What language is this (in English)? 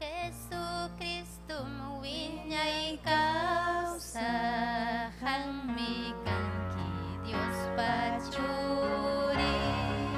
Ayacucho Quechua